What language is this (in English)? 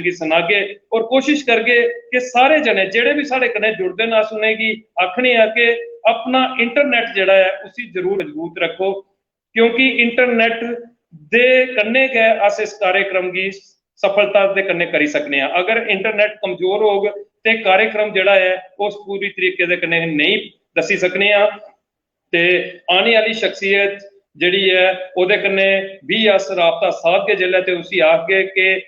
Dogri